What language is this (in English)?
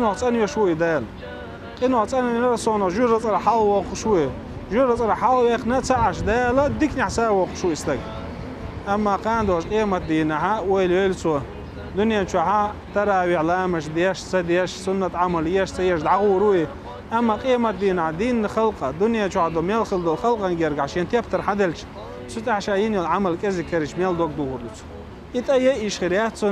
Chechen